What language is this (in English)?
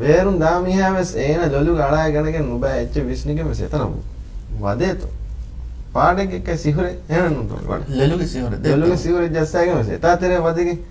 Divehi